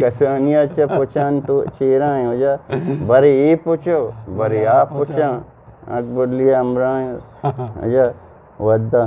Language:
Eastern Balochi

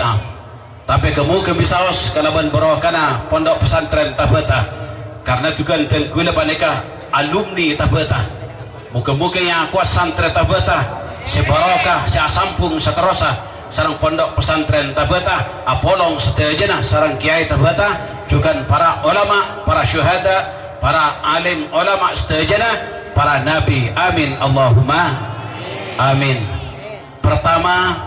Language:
Madurese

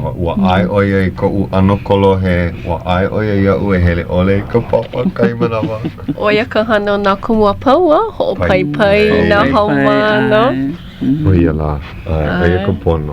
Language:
Hawaiian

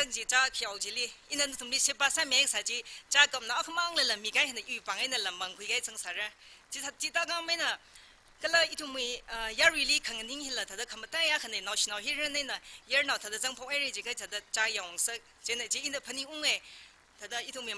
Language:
Tangkhul Naga (India)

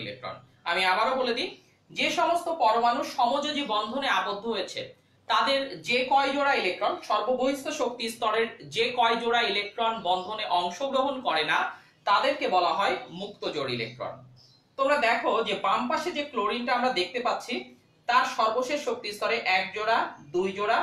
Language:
Bangla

